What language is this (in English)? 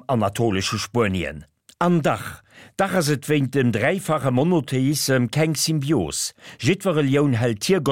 Luxembourgish